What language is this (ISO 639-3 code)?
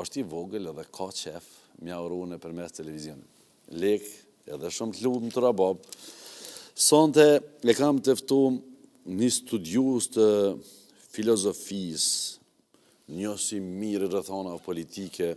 sqi